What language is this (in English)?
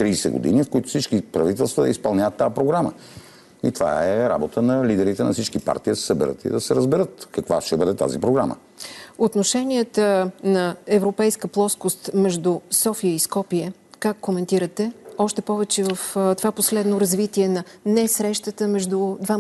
Bulgarian